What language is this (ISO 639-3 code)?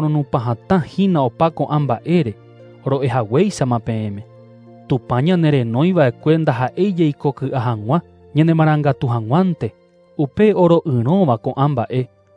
grn